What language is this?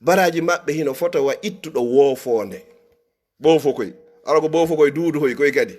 Fula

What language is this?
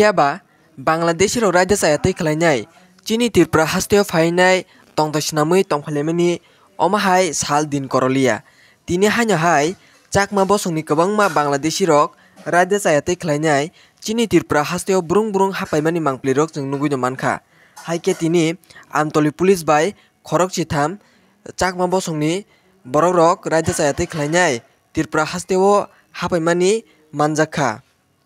Kok Borok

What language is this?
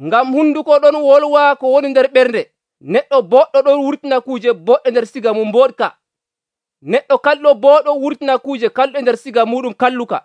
Nigerian Fulfulde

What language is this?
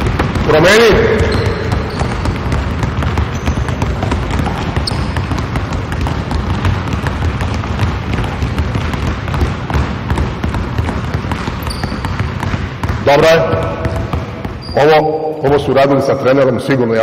Serbian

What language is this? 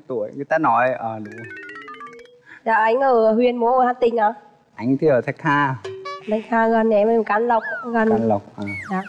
Vietnamese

